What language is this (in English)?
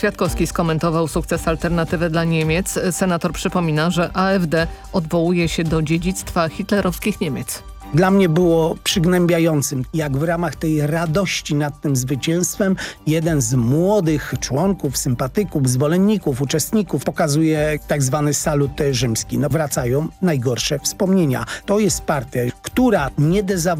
Polish